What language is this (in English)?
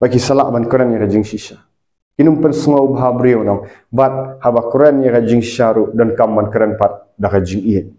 Khasi